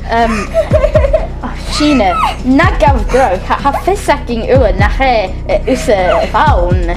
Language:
Scottish Gaelic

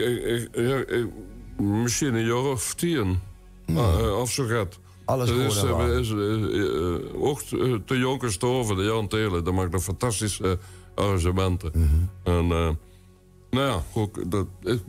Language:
Limburgish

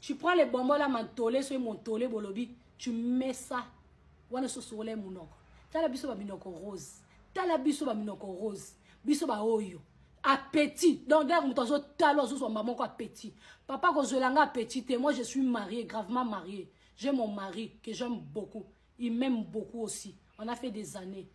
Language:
Lingala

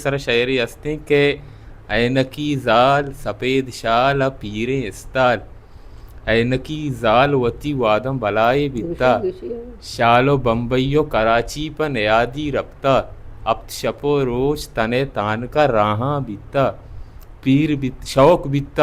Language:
Baluchi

